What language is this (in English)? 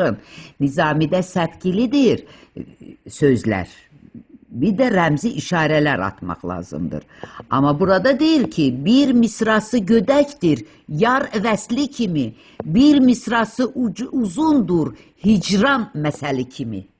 Azerbaijani